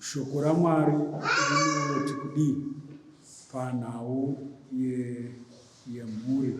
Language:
Shona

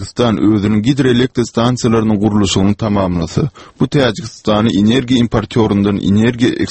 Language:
Turkmen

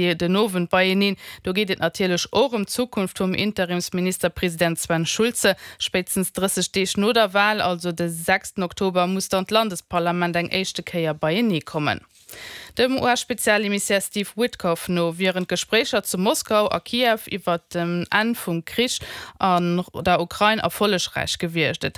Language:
Luxembourgish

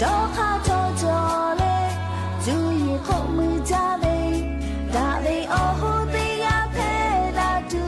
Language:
Lahu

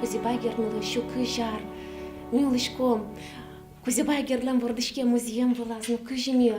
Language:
Udmurt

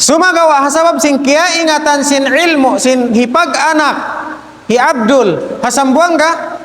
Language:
Tausug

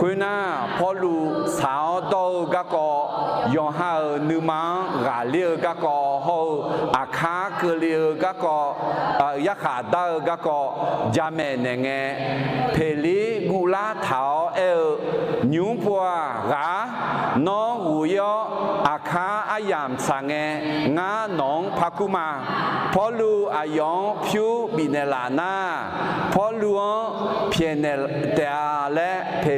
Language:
Akha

